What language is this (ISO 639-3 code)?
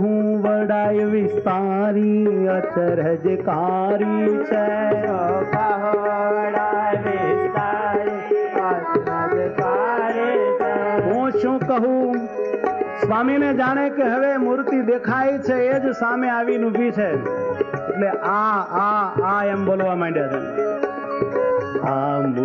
guj